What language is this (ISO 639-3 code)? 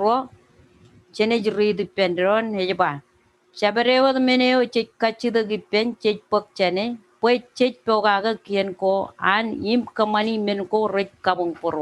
mah